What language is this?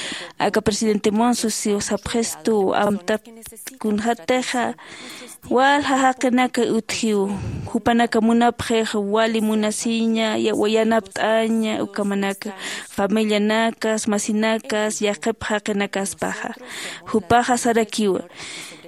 Aymara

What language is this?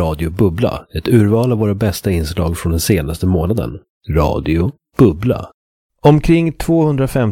Swedish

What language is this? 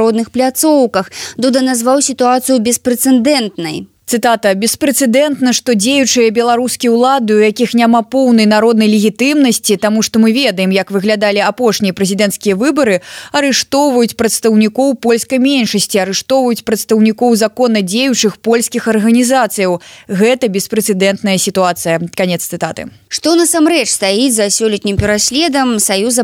Belarusian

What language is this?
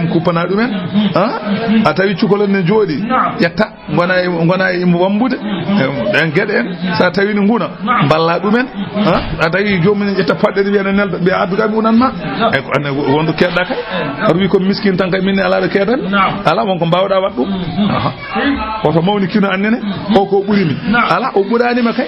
Fula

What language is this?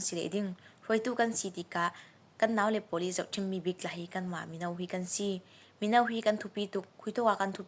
Falam Chin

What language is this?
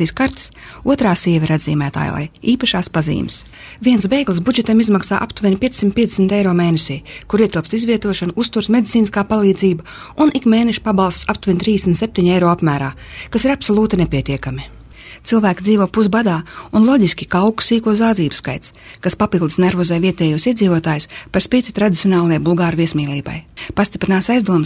Latvian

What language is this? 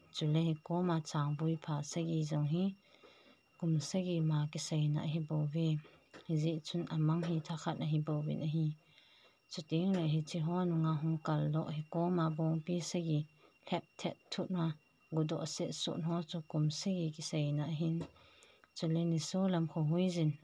Thado Chin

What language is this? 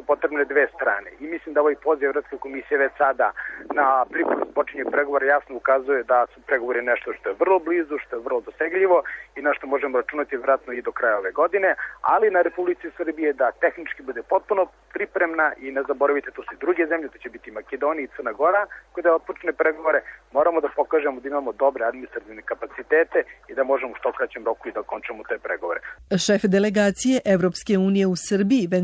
Serbian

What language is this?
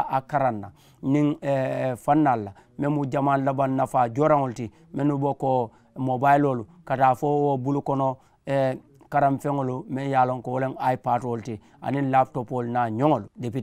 Mandingo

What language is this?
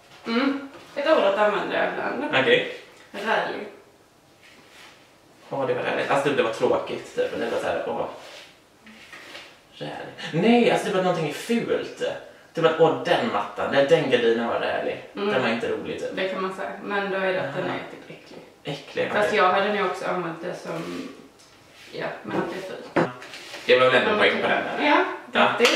Swedish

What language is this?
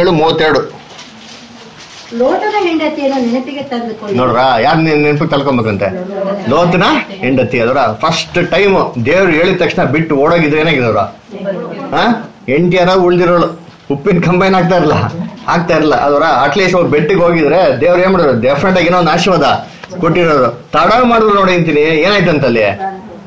Kannada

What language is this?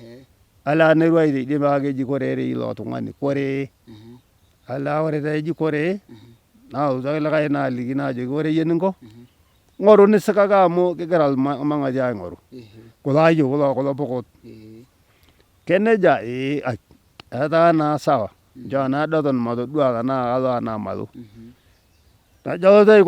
Masai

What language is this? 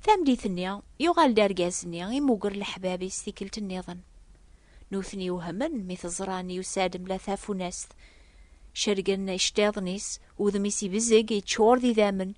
Kabyle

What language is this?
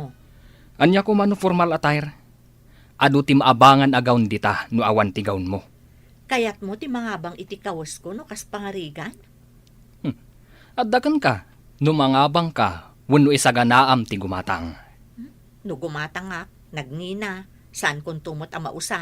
Iloko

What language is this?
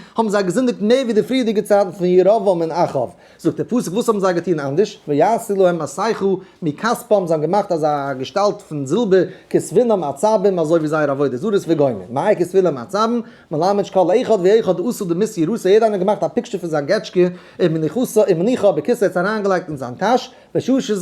Yiddish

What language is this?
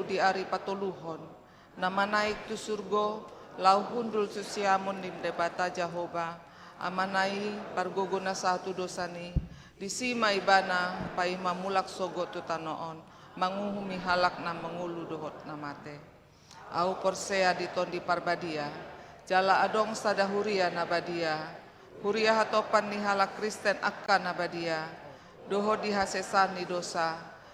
Batak Toba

